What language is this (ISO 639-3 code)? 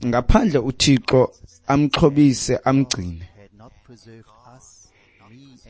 xho